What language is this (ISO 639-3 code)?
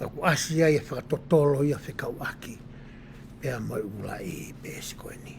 ton